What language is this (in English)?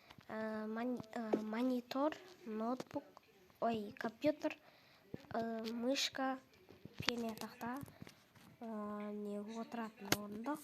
Kazakh